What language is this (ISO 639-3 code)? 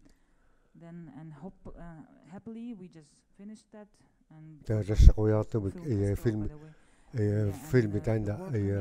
kal